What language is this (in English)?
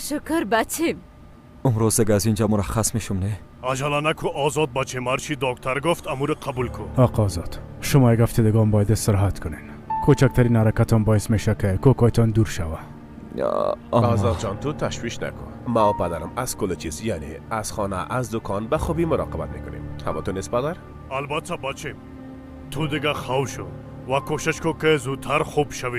Persian